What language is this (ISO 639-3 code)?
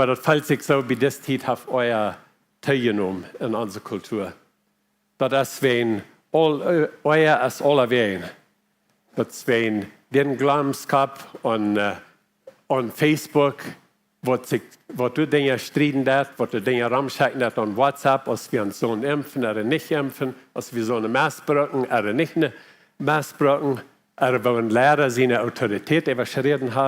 pdt